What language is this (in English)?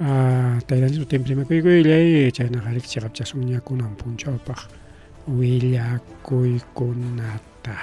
Ayacucho Quechua